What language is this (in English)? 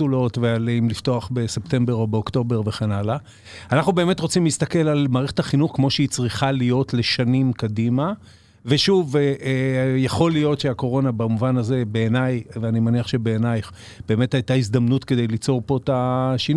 Hebrew